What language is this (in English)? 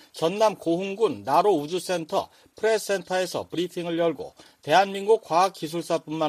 Korean